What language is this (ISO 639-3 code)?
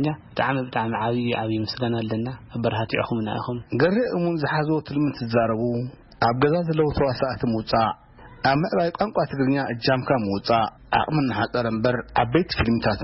tir